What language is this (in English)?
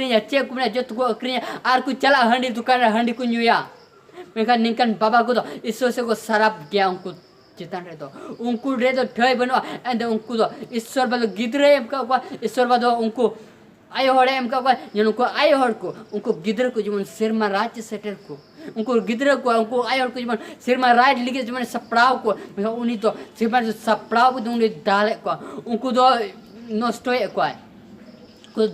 Santali